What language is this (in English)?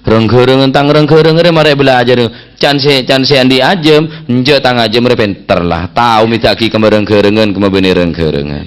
Madurese